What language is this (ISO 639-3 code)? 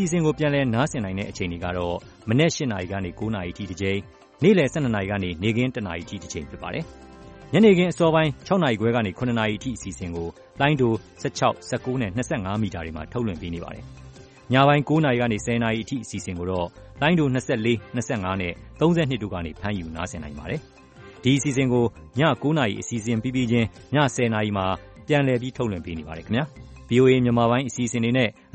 mya